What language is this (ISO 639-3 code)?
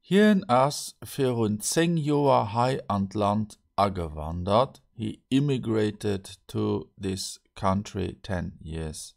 ltz